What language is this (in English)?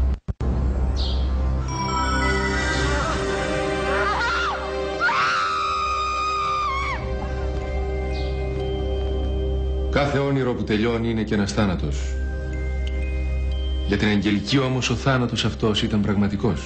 Greek